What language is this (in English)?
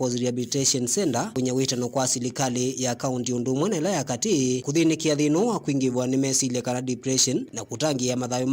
Kamba